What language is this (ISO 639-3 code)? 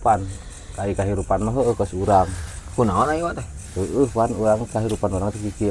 sun